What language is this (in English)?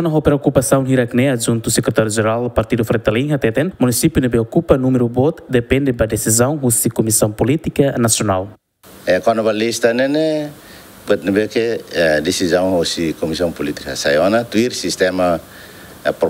Tetum